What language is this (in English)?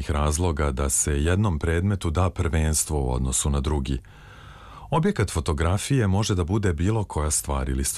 Serbian